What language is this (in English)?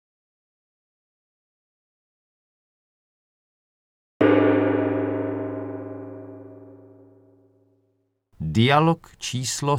Czech